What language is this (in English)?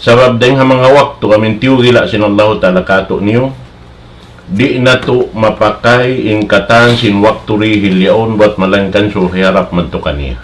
Tausug